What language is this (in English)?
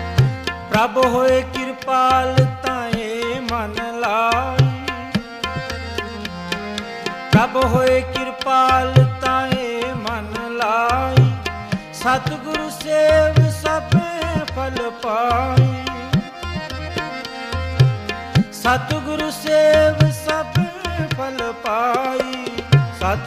Punjabi